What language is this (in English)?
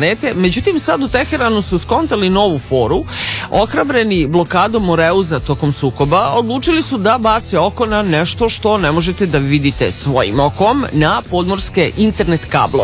Serbian